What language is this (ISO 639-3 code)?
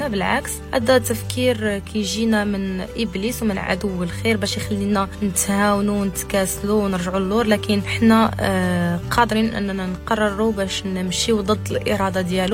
ary